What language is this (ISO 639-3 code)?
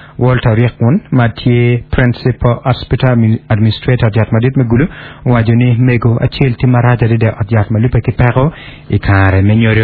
ach